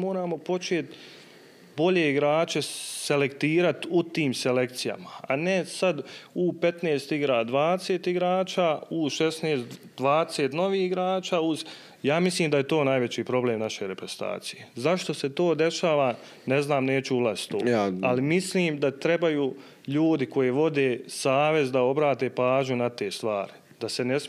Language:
Bosnian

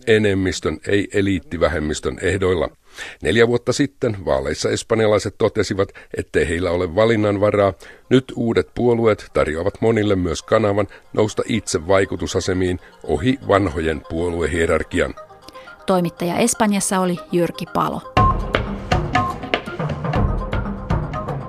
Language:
Finnish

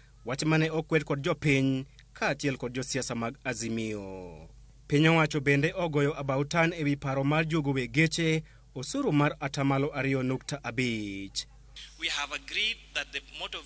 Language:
Luo (Kenya and Tanzania)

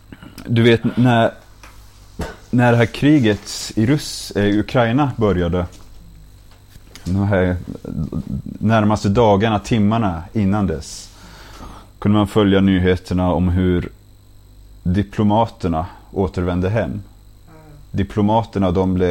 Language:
Swedish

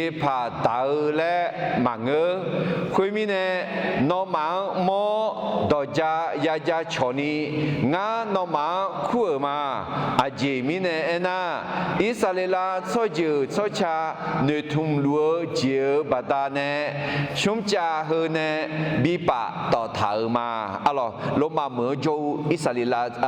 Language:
Akha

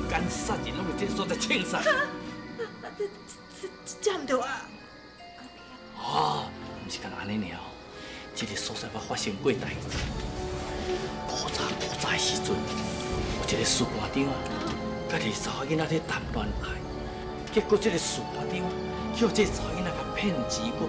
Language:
Min Nan Chinese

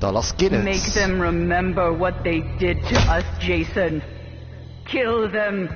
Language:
Luxembourgish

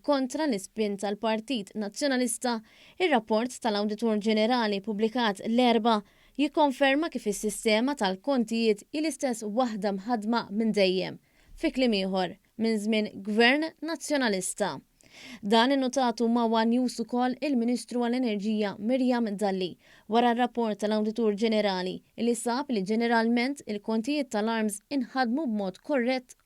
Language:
Maltese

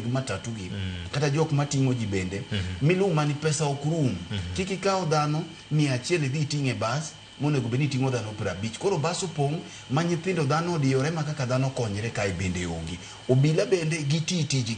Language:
Luo (Kenya and Tanzania)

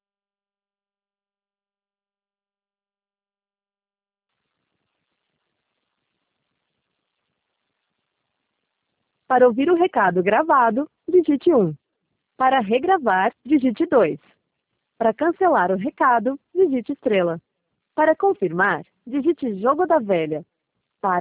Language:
Portuguese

